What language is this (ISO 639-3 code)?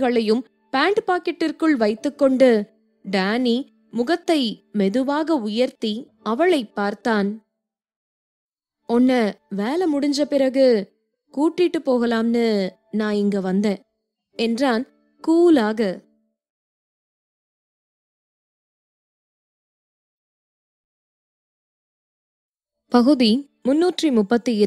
tam